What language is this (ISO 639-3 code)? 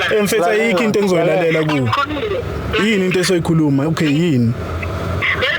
zul